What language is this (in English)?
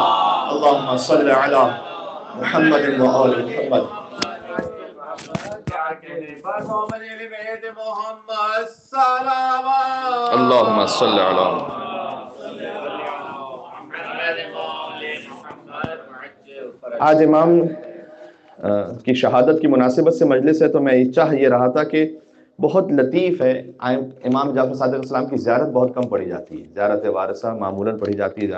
Urdu